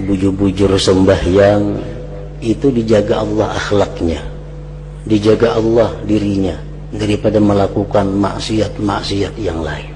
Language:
Banjar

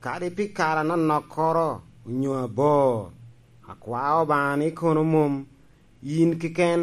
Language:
Lango (Uganda)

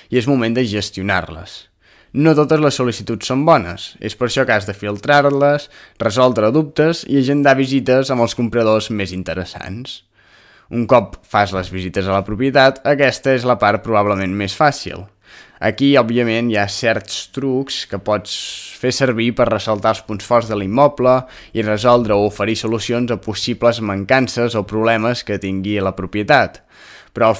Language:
Catalan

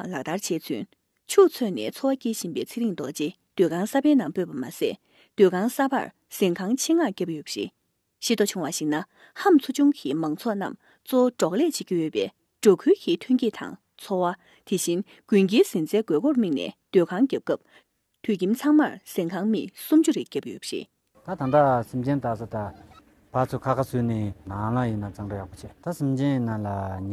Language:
Tibetan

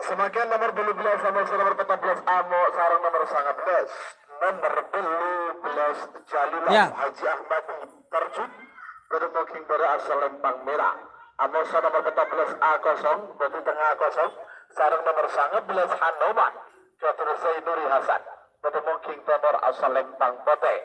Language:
Madurese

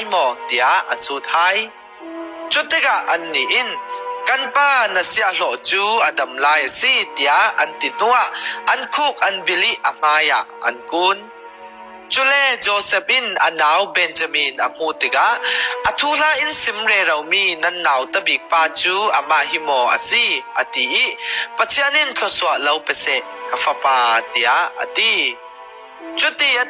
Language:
Falam Chin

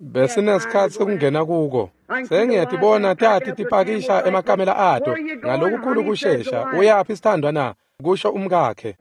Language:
Swati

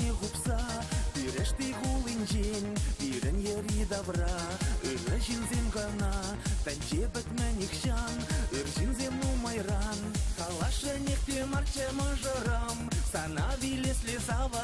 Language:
Chuvash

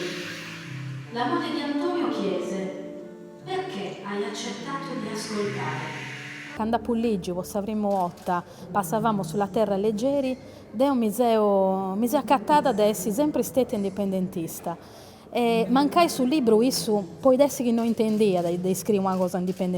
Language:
Sardinian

